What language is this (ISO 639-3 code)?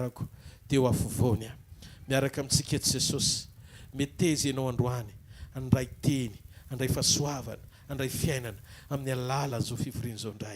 mlg